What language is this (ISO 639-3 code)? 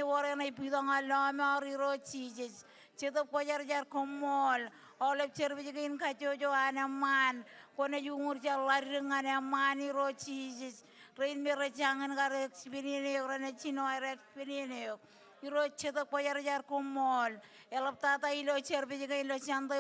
mah